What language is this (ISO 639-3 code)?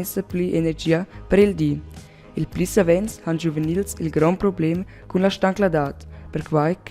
roh